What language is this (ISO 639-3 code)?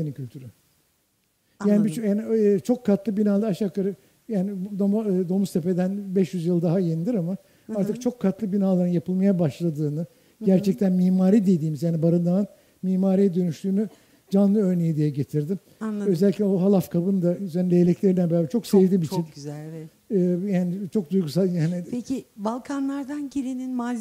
tur